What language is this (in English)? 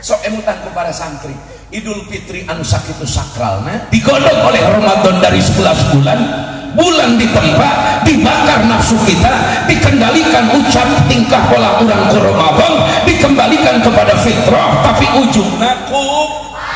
Sundanese